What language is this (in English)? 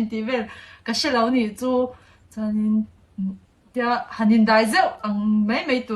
Mizo